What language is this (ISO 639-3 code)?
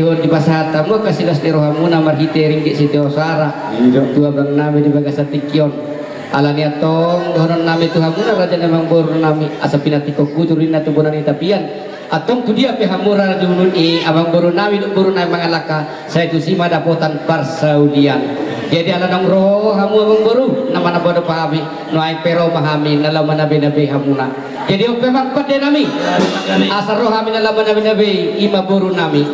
bbc